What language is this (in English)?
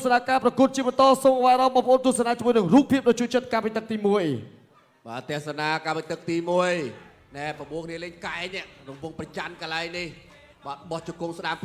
Khmer